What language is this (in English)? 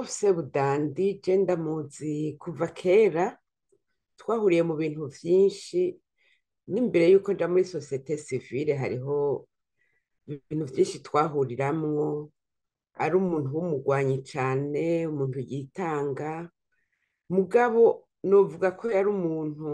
Rundi